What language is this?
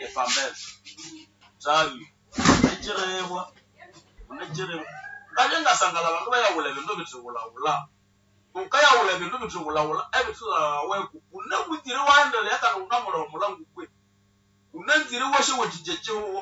Nande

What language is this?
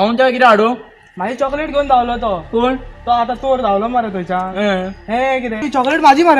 Konkani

